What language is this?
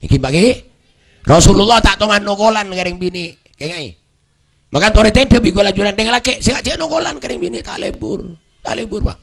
Madurese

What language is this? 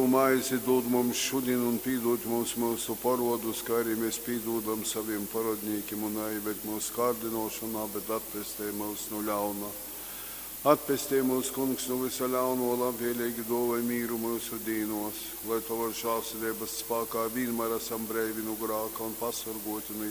Latgalian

